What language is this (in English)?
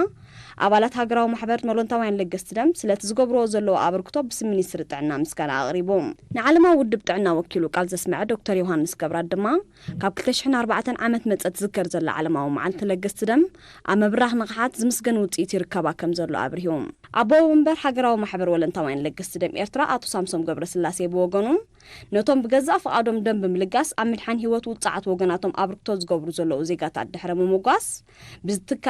Tigrinya